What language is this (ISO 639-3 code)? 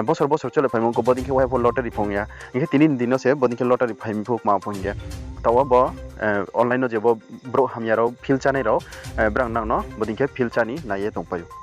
ria